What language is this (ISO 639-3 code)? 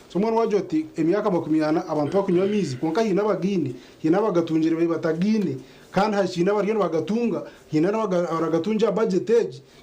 nyn